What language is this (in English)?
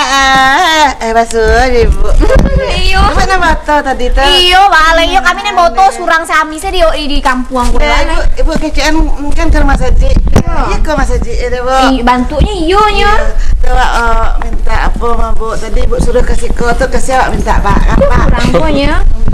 Minangkabau